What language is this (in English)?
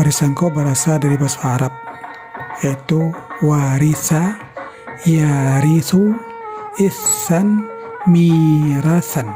Minangkabau